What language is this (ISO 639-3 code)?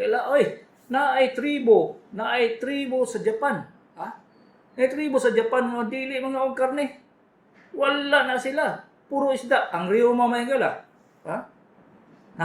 ceb